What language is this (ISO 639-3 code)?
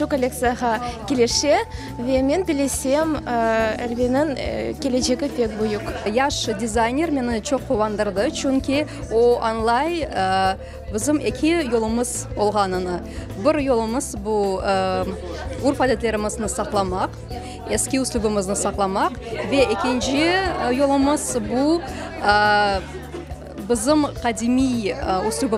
crh